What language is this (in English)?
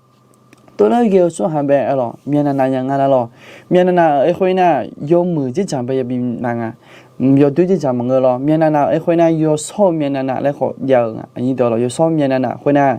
Akha